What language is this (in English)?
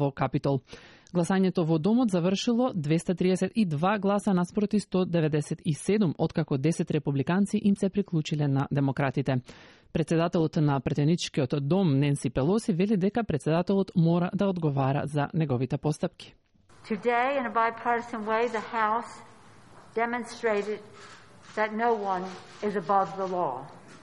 Macedonian